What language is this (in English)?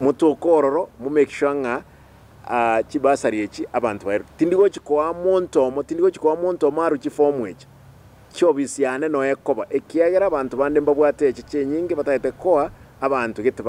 Gusii